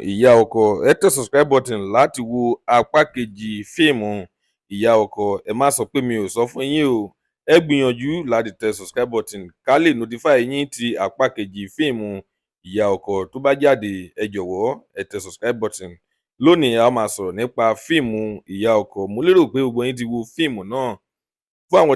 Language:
Yoruba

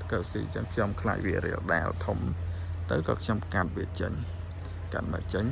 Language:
Khmer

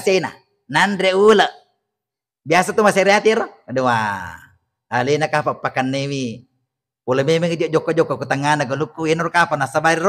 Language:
Buginese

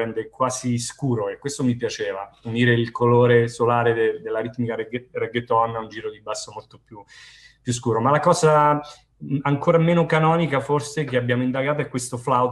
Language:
Italian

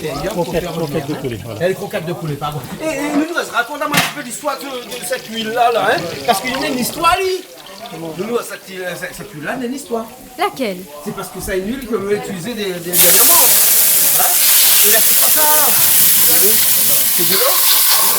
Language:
Réunion Creole French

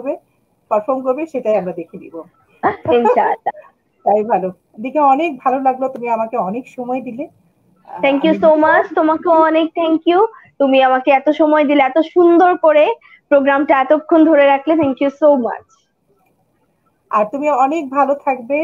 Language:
Bangla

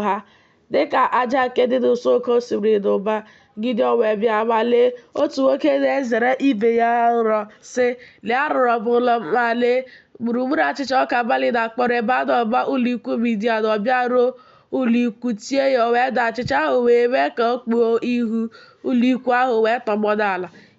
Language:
Igbo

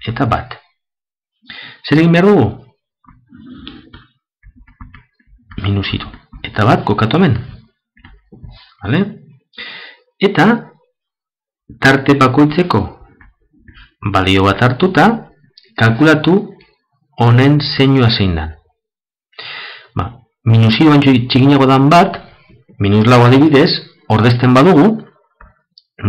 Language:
Basque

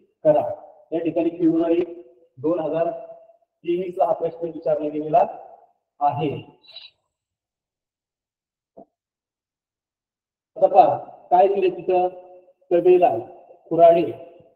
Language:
Marathi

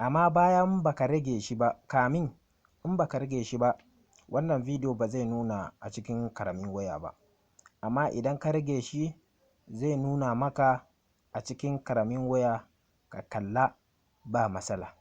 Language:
Hausa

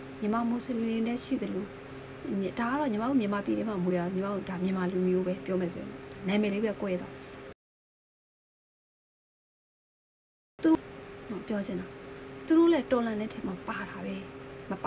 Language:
Burmese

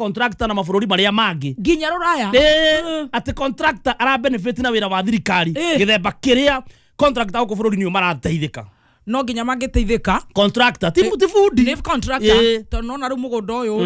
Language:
Kikuyu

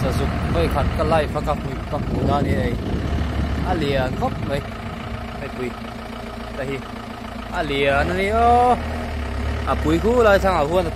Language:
Mizo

